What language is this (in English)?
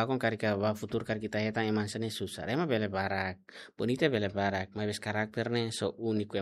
Tetum